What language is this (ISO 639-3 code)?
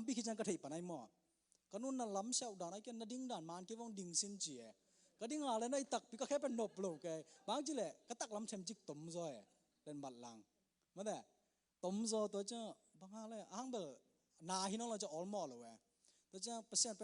ctd